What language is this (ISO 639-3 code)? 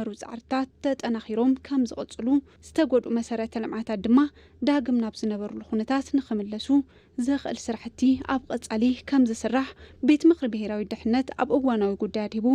tir